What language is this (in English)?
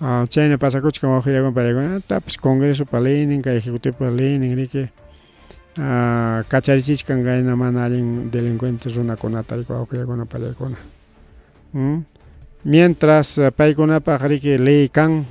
Ayacucho Quechua